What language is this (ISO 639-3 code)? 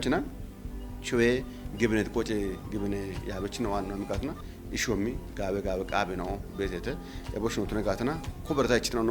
kbr